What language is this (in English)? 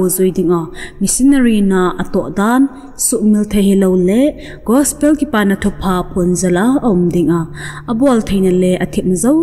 Thado Chin